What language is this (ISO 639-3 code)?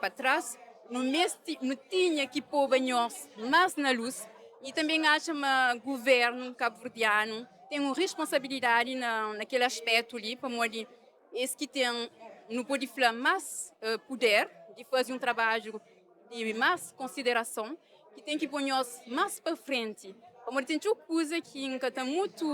kea